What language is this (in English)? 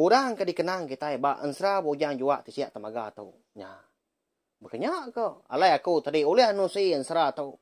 Iban